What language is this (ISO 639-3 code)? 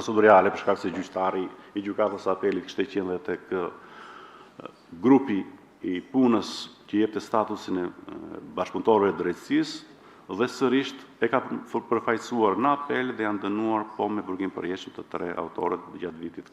sqi